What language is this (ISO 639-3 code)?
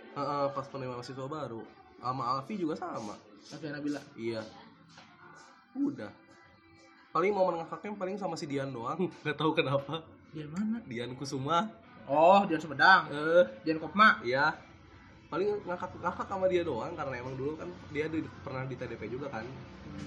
ind